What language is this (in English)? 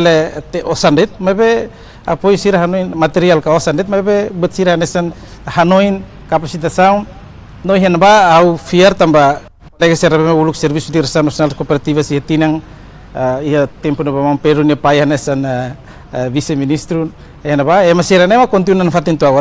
Tetum